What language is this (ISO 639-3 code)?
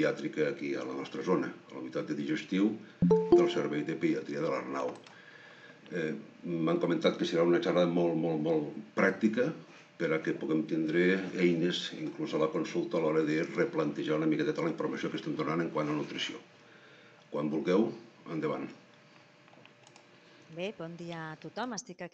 cat